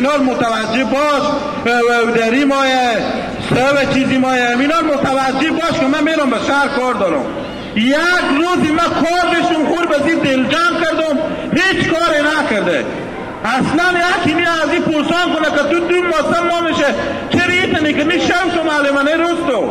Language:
Hazaragi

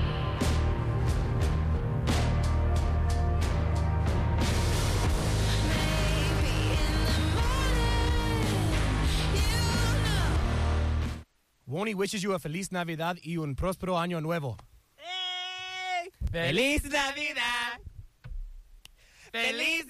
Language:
English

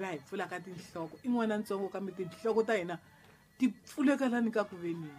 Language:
Tsonga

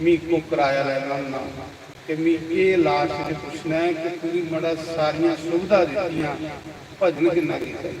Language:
Dogri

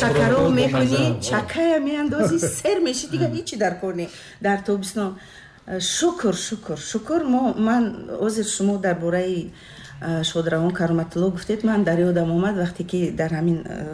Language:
Tajik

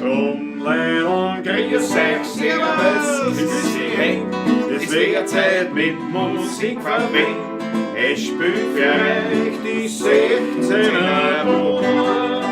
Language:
Bavarian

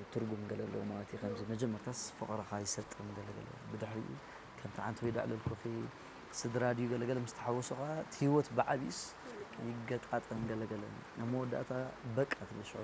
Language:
Tigrinya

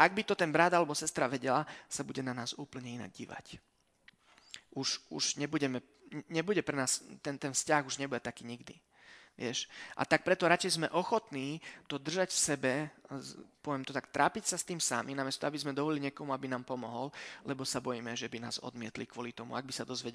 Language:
Slovak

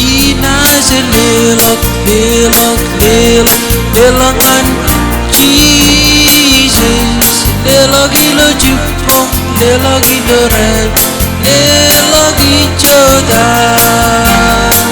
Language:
Marshallese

